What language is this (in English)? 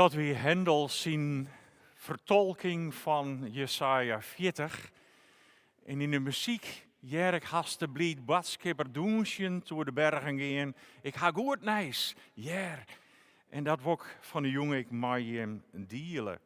Western Frisian